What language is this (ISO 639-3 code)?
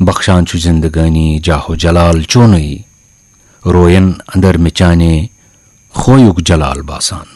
kas